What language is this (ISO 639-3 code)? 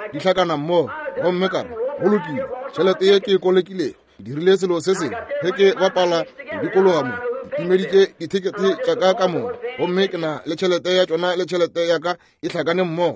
nso